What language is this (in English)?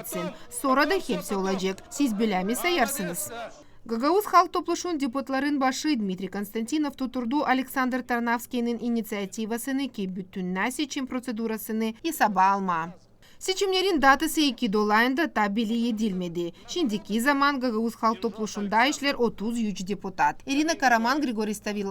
Gagauz